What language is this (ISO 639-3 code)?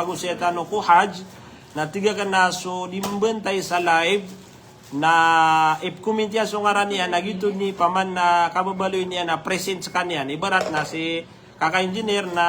mrw